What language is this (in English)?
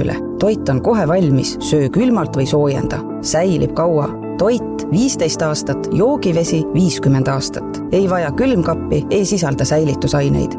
Estonian